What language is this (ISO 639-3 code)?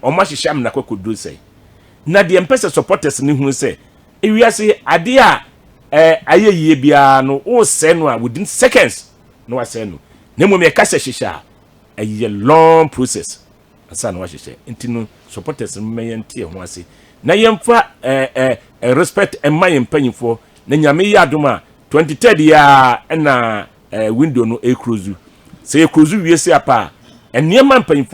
aka